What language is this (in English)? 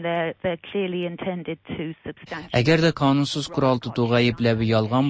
Tatar